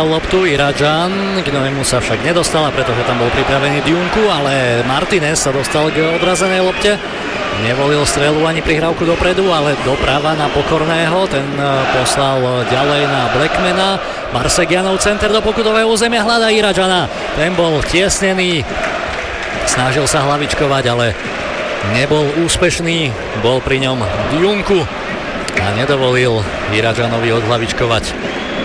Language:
Slovak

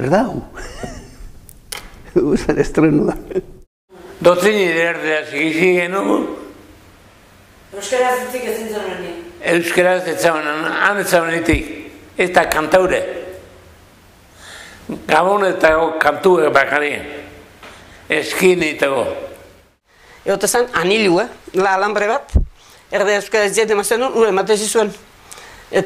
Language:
Basque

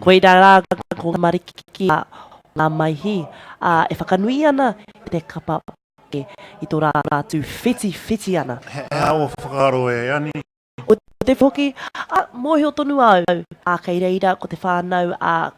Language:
Māori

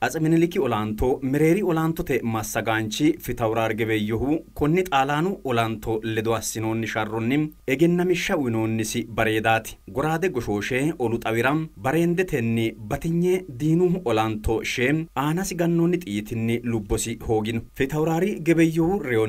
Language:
Sidamo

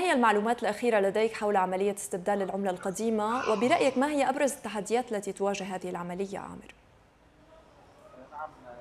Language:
Arabic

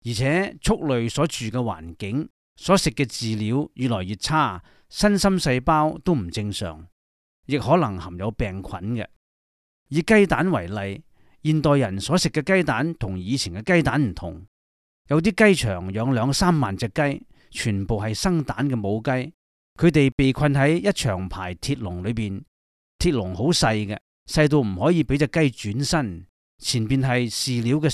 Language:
Cantonese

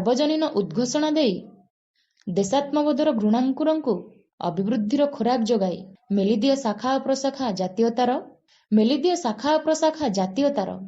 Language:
Odia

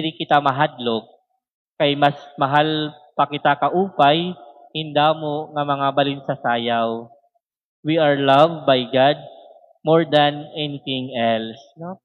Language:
Waray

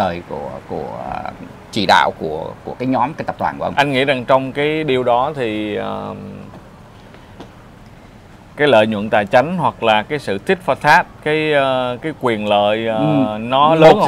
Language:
Vietnamese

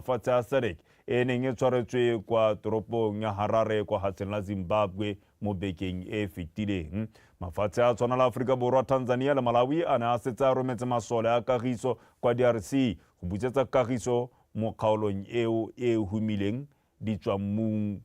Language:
Tswana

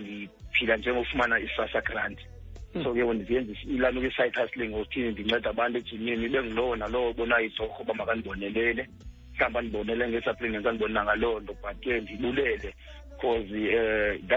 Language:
Xhosa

